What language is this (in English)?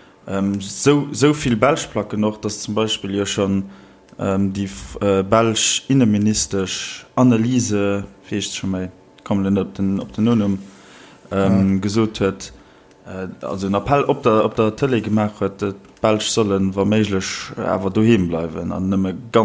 Luxembourgish